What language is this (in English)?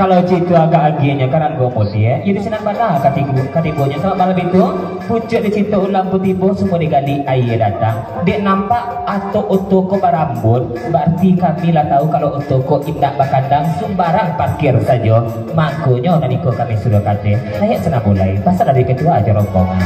Minangkabau